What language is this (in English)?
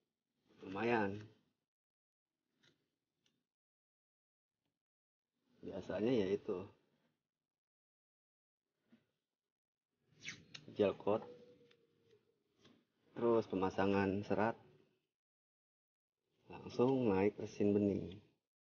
Indonesian